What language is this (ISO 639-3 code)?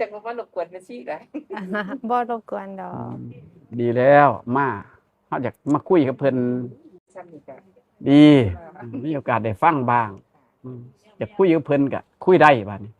tts